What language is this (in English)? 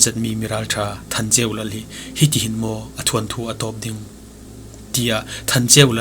Falam Chin